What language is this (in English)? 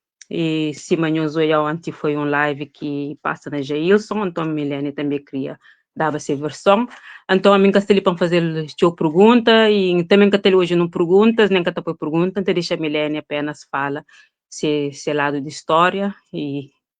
Kabuverdianu